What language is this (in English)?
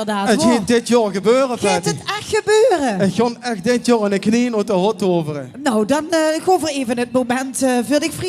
Limburgish